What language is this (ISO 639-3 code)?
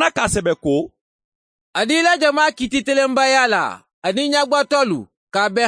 man